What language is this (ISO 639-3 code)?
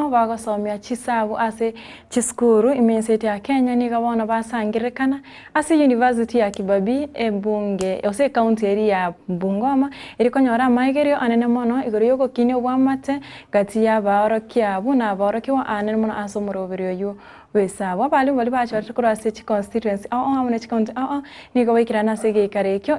guz